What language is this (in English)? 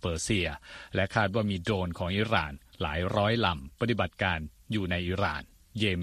Thai